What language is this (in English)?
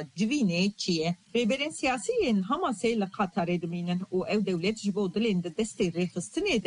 Kurdish